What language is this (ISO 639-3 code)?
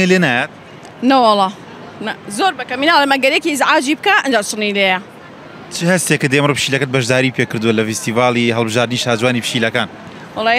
ckb